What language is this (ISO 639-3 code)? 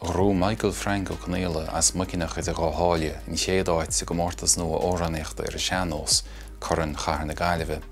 gle